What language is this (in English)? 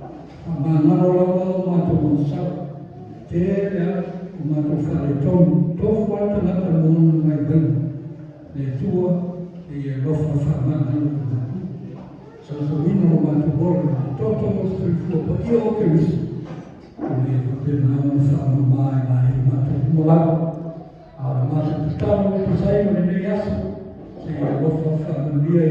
Samoan